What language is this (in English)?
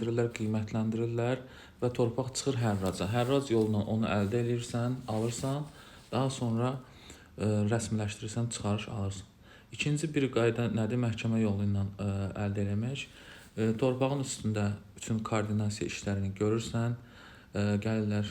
Azerbaijani